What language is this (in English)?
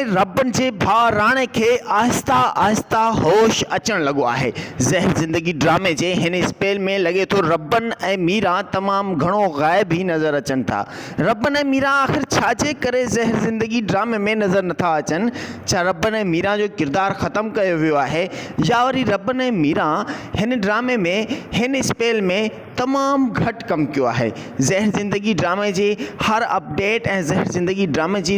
Sindhi